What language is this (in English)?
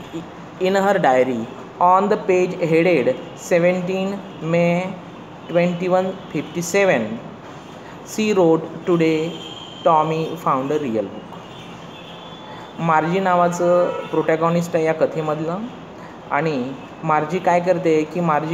Marathi